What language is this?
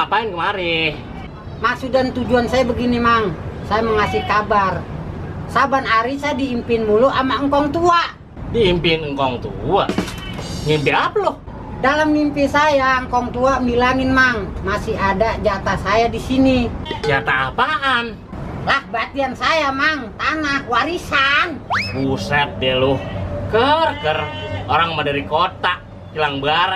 Betawi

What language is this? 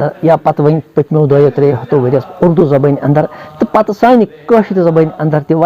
Kashmiri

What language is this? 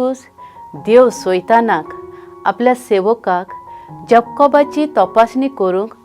Konkani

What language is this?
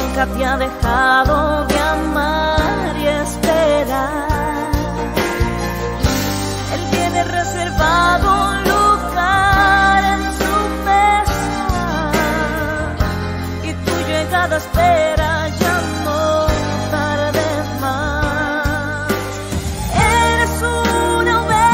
Spanish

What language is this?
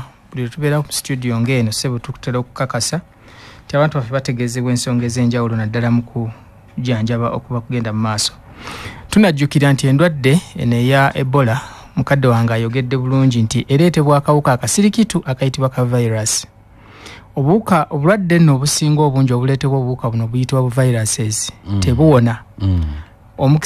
Ganda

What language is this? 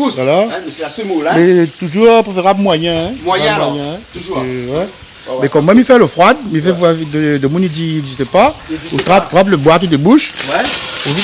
Réunion Creole French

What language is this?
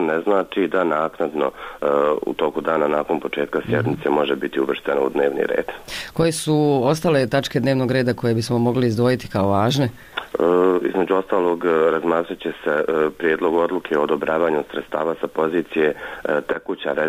Bosnian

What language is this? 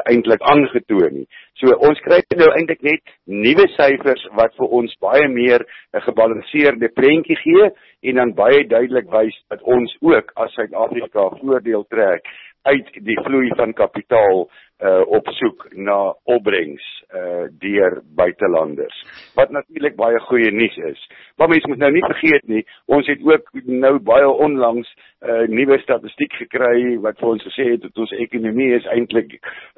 Afrikaans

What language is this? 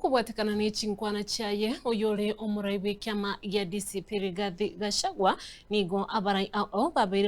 Gusii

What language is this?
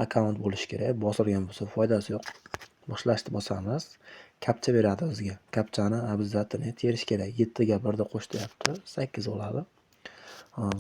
Uzbek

